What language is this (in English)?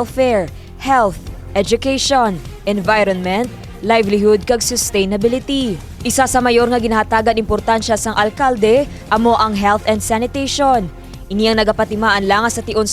Hiligaynon